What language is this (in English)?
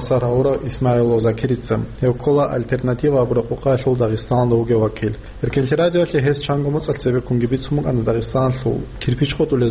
Avaric